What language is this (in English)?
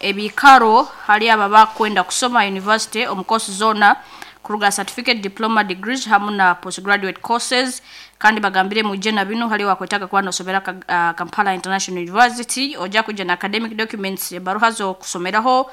Nyankole